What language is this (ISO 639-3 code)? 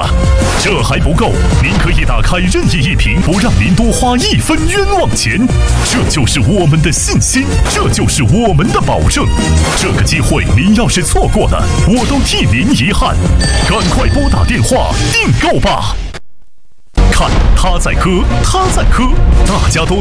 zho